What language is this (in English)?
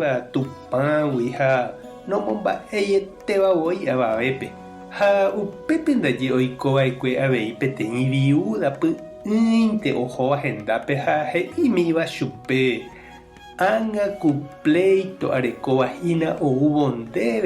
Guarani